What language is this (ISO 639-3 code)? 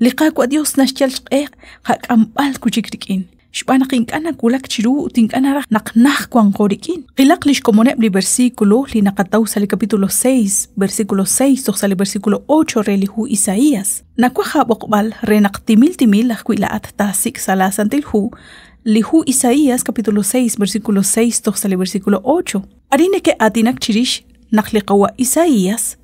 kek